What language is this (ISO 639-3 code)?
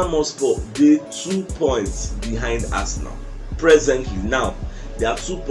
pcm